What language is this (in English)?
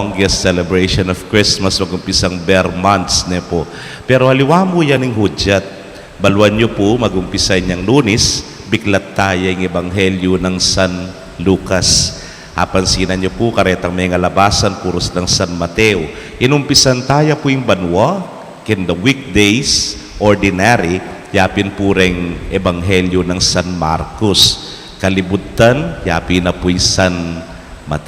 Pampanga